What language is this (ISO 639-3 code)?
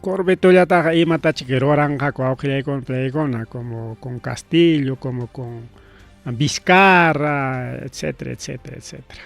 quy